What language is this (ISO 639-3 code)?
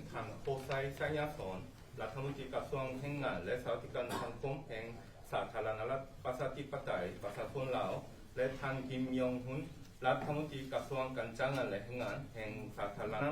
lao